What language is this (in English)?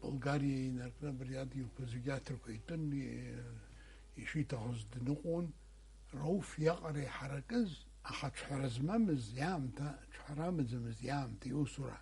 Abkhazian